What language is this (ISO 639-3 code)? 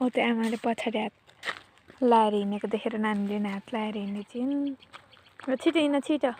nep